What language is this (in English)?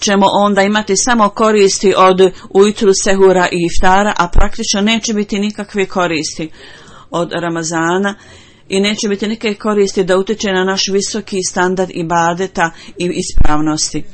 Bosnian